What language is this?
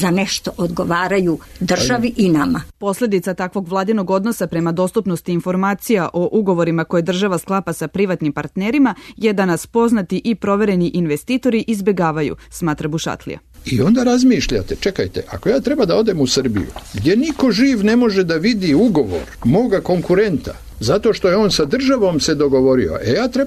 Serbian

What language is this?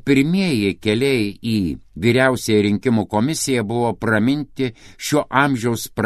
Lithuanian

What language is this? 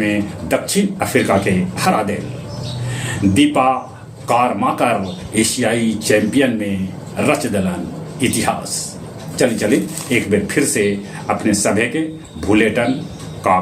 Magahi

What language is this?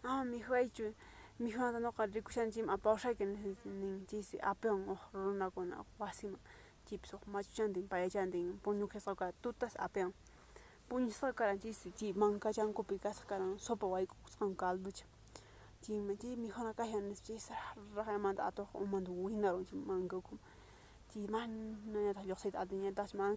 Quechua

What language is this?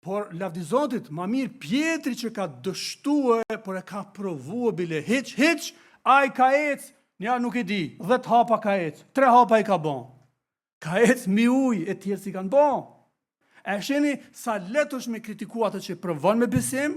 Albanian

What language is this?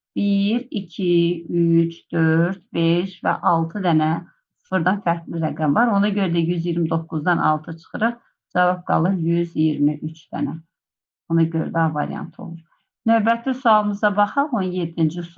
Azerbaijani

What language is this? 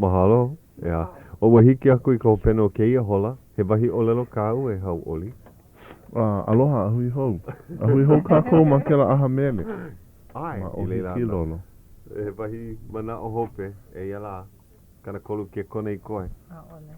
Hawaiian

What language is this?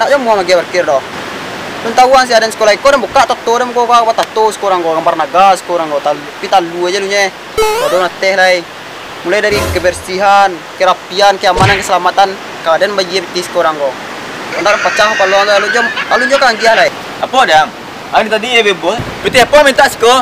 Minangkabau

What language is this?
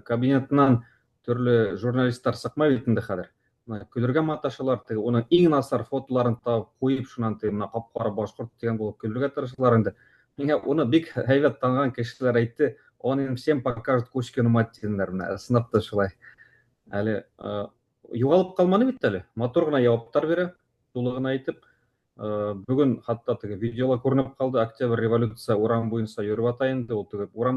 Bashkir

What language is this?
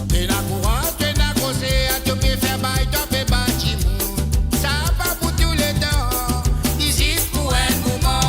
Morisyen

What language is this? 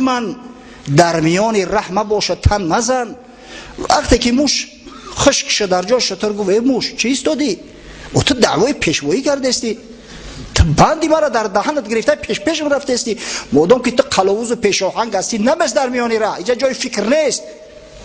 Tajik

